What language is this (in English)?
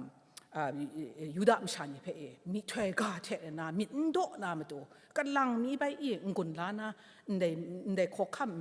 Kachin